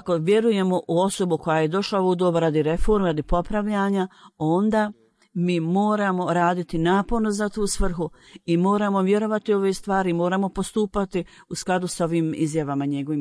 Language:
Bosnian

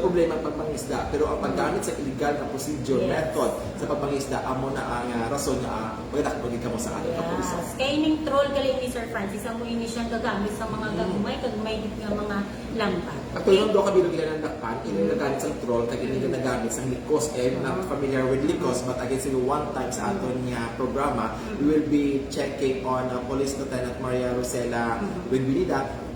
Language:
Hiligaynon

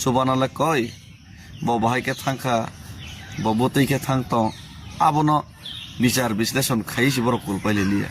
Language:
Kok Borok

